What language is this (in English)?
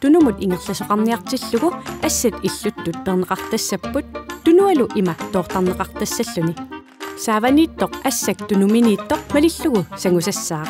Kalaallisut